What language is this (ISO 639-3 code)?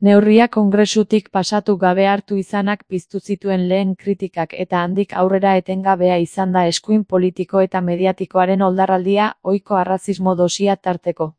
eus